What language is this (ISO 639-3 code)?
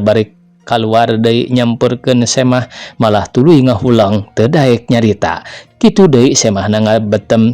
sun